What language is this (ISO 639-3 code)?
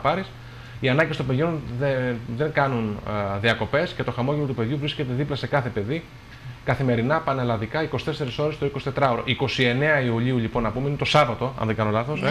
ell